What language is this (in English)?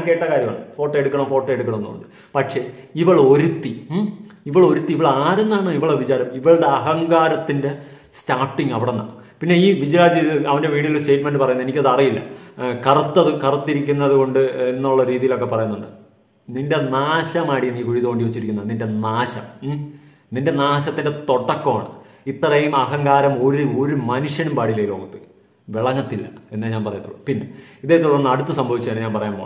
Malayalam